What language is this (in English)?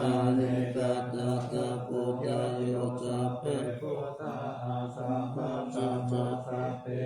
Pali